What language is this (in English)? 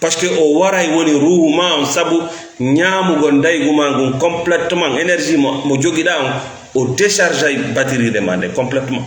Fula